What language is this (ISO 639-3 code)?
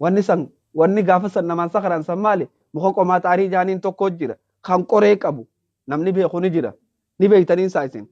orm